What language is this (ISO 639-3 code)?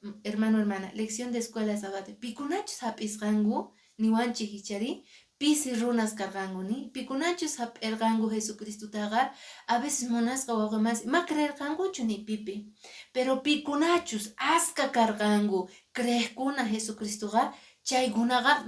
que